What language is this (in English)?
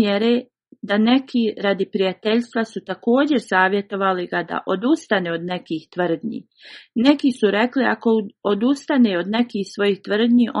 Bosnian